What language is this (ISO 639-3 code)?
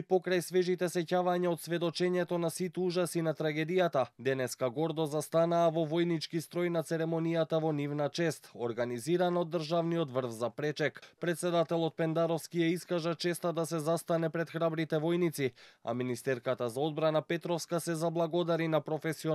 mkd